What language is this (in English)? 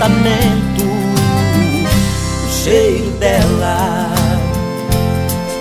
Portuguese